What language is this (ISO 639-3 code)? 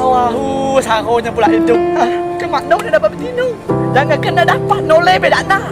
min